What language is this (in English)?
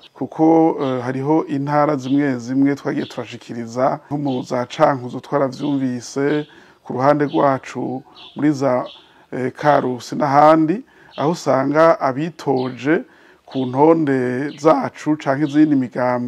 Rundi